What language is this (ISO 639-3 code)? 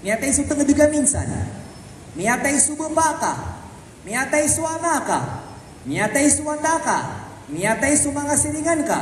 mrw